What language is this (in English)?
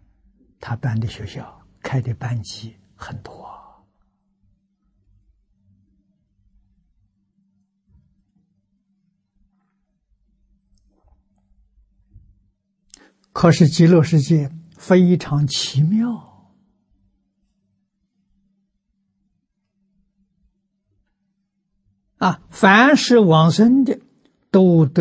Chinese